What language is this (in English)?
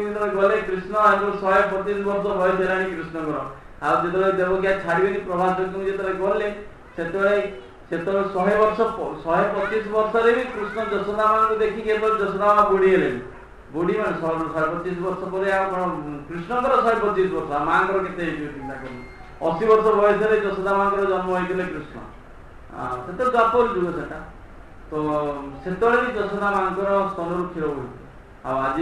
Odia